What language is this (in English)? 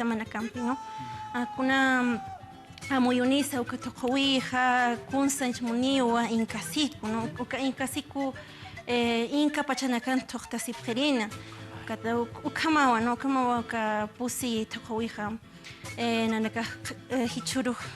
Aymara